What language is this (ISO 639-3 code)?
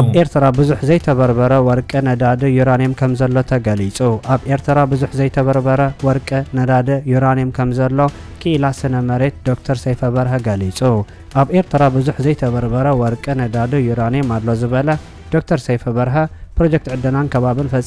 tir